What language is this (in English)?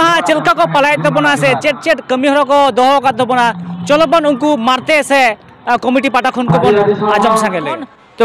Santali